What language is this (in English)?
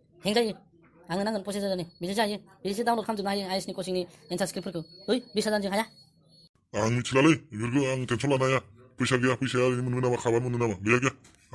Bodo